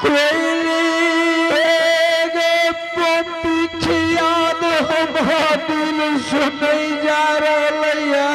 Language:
Angika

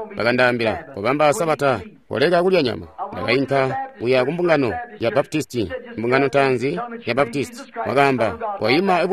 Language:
Tonga (Zambia)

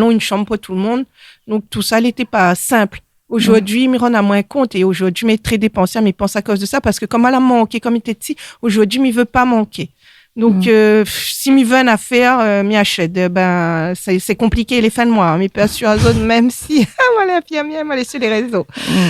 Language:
Réunion Creole French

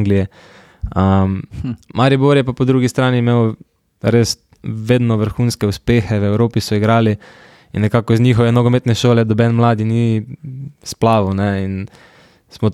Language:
Slovenian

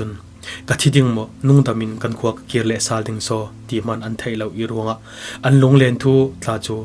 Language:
Falam Chin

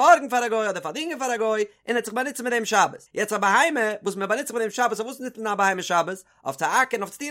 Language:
Yiddish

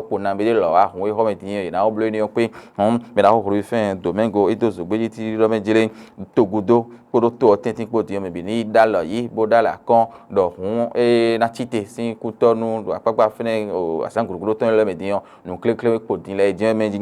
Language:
Fon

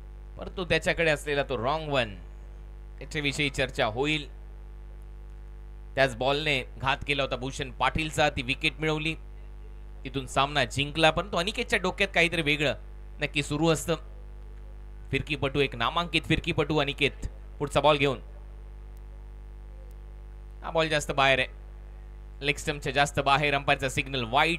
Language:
Marathi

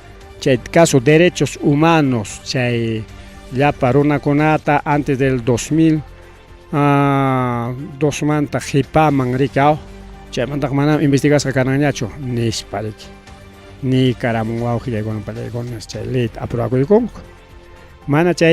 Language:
Ayacucho Quechua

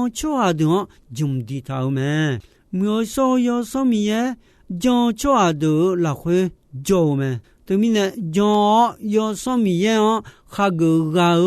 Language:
Akha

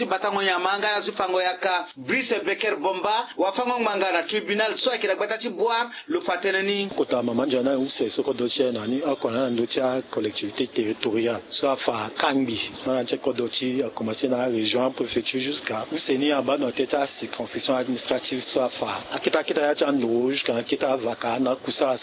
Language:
Sango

